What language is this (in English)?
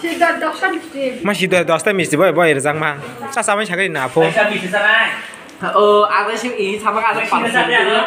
Kok Borok